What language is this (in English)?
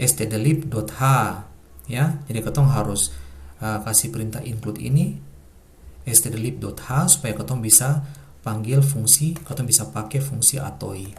Ambonese Malay